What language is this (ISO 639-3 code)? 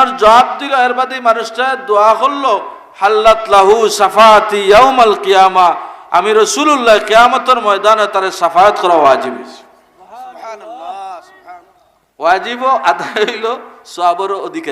syl